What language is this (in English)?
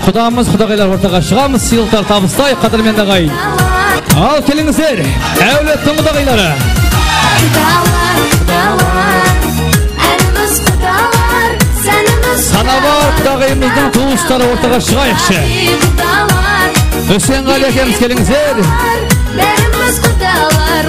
Kara-Kalpak